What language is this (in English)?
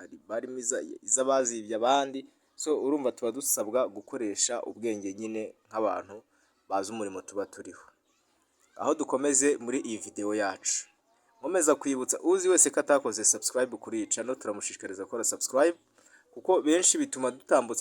Kinyarwanda